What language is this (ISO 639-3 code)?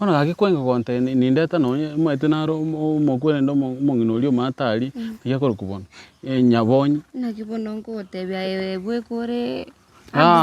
guz